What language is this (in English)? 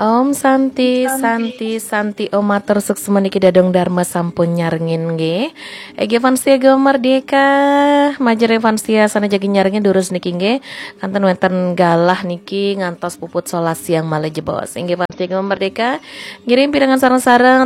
Balinese